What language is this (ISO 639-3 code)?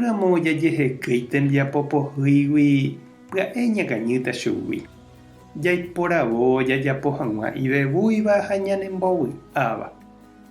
grn